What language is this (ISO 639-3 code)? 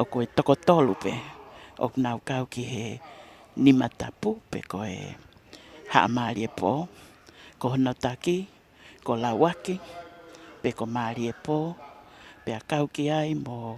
ton